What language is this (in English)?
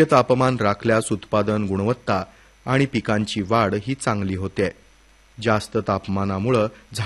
Marathi